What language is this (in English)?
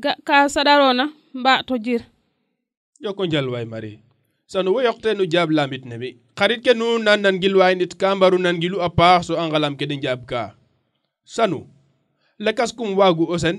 Serer